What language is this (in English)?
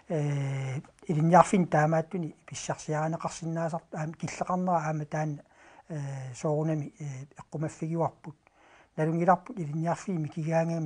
Kalaallisut